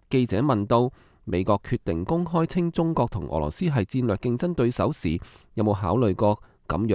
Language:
Cantonese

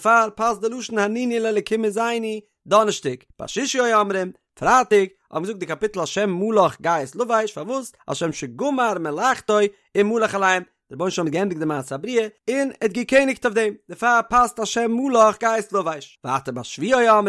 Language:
Yiddish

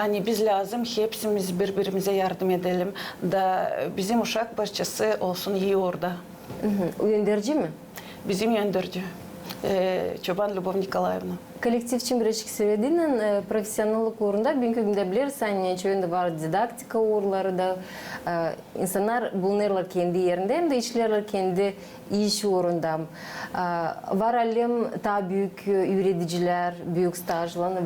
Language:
Gagauz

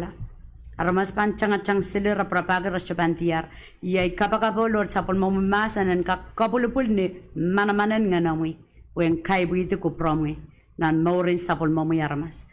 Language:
Pohnpeian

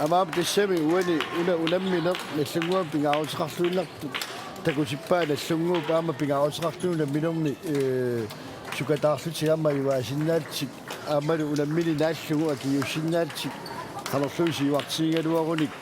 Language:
Kalaallisut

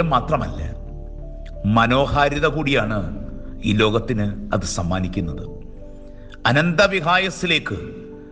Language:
Malayalam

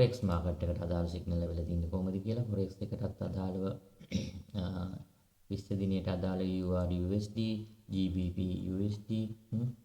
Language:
Sinhala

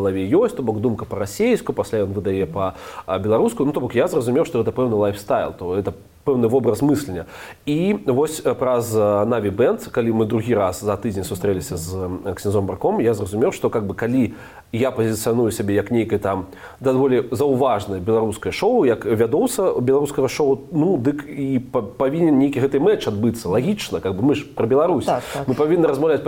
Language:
Belarusian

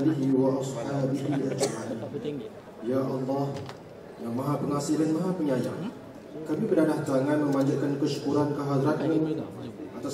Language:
Malay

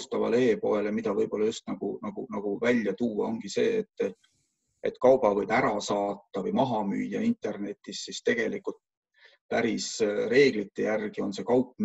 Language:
Estonian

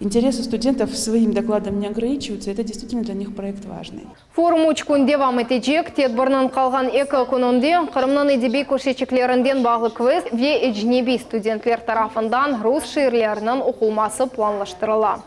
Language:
Crimean Tatar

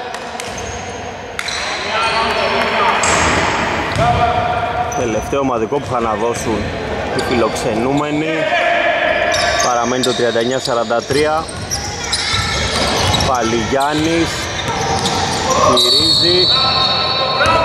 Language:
Greek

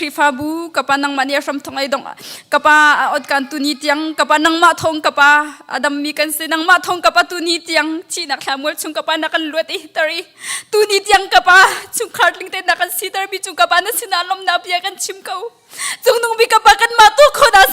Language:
Hakha Chin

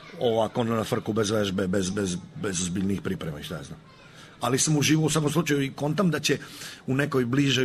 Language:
Serbian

